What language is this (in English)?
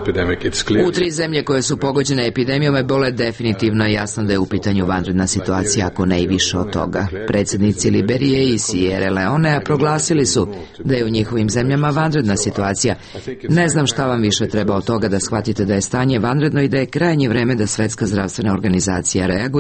Serbian